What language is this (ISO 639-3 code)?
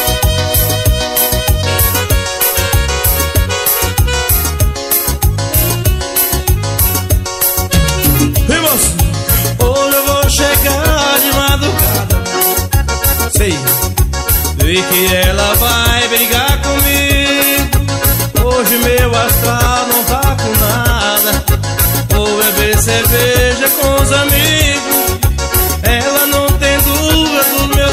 por